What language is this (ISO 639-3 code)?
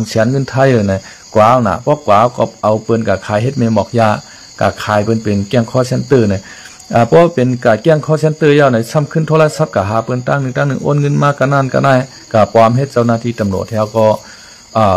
shn